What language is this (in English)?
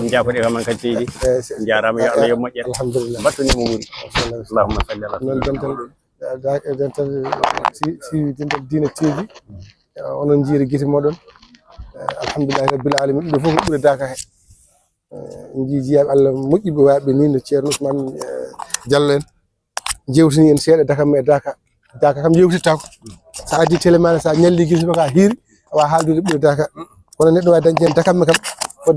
Fula